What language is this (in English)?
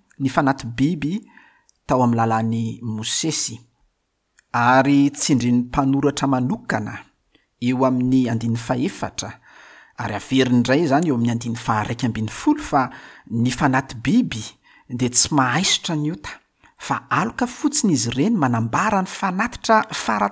Malagasy